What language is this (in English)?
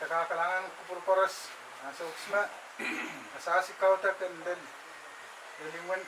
Pohnpeian